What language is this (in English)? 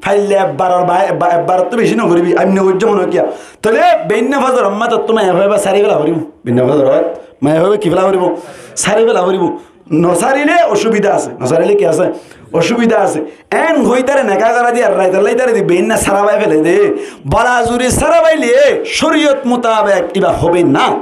Rohingya